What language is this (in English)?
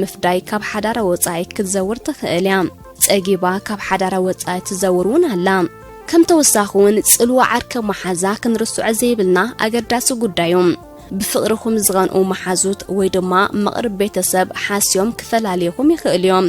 Tigrinya